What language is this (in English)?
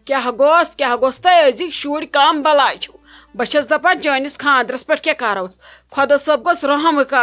Kashmiri